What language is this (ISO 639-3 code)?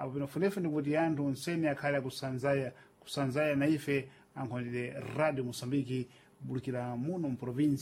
seh